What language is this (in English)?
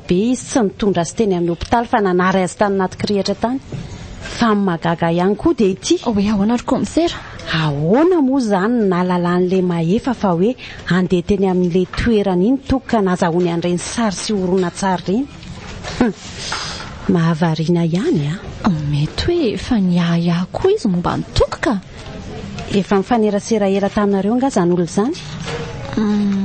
Malagasy